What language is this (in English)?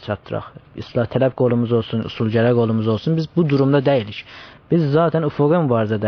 South Azerbaijani